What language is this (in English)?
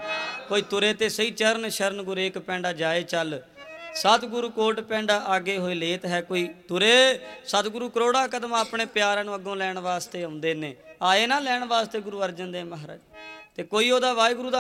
Punjabi